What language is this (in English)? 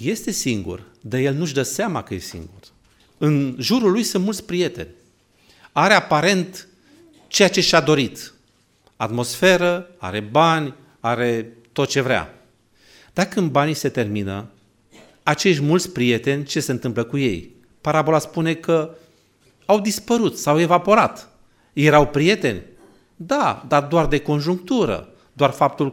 Romanian